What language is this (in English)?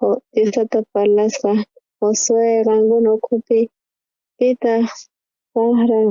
South Bolivian Quechua